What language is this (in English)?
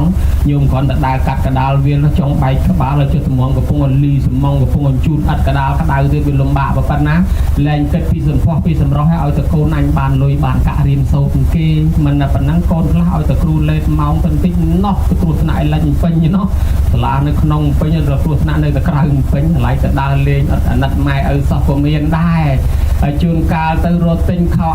Khmer